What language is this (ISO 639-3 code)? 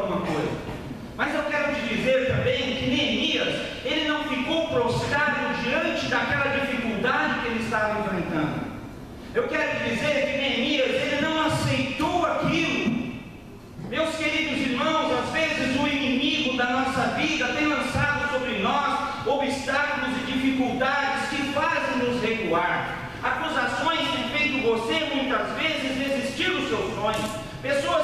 por